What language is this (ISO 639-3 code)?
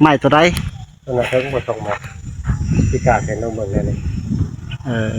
tts